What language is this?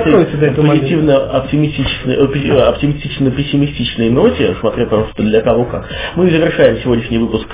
Russian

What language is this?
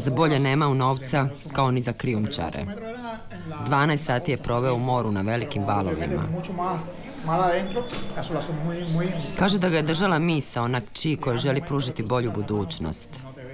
Croatian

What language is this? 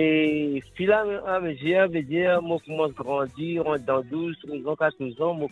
Morisyen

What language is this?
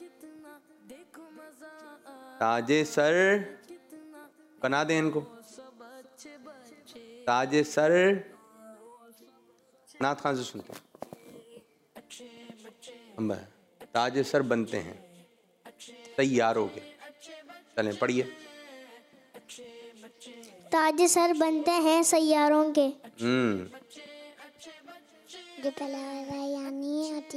Hindi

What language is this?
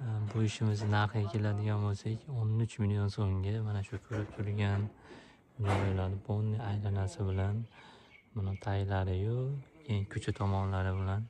Uzbek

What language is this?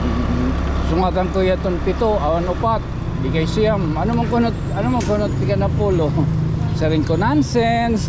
Waray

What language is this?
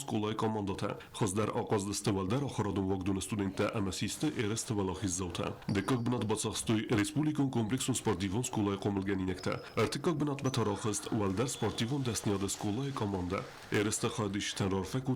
Ossetic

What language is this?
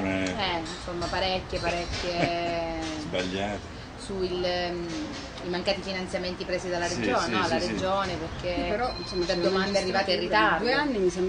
Italian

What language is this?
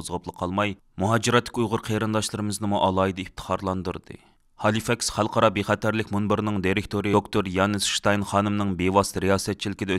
Uyghur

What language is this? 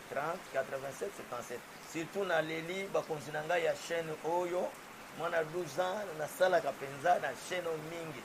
Lingala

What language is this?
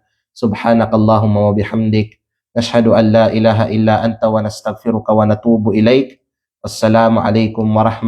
Kalagan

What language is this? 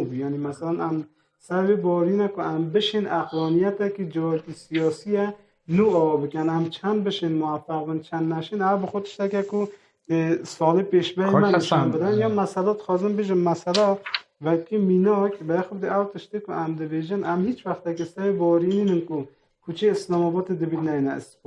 Kurdish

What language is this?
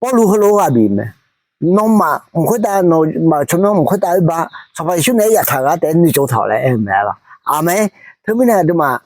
Akha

